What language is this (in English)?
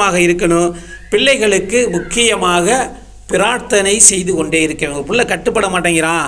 Tamil